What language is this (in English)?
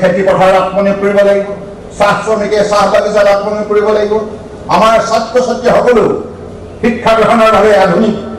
Assamese